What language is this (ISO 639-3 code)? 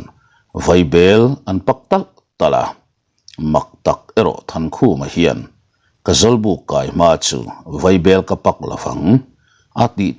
lus